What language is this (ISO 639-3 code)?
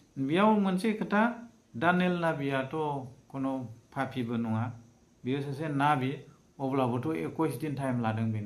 brx